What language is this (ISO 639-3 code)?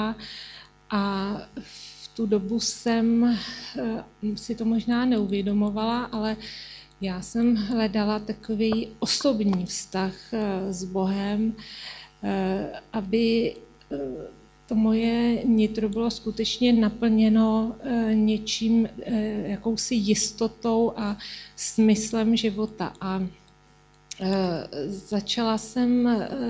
ces